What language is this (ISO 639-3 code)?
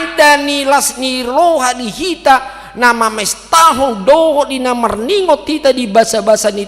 bbc